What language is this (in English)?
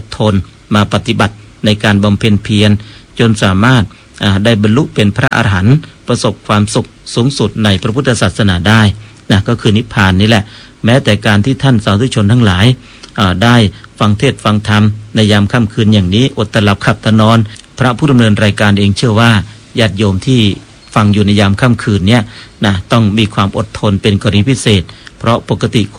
Thai